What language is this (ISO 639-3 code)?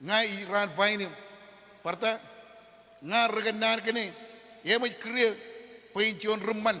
mah